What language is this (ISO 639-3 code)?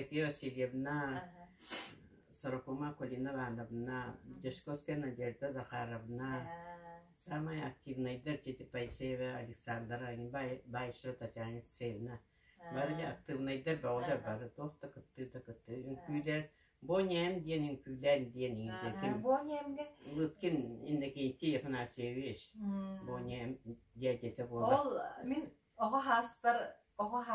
sah